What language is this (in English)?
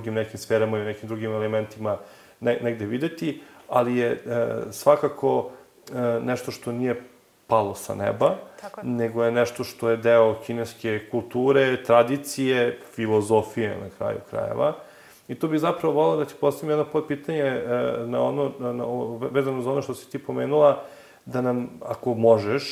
Serbian